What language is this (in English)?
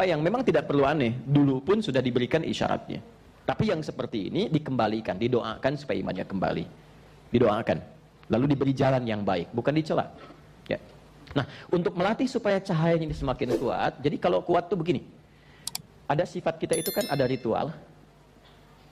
Indonesian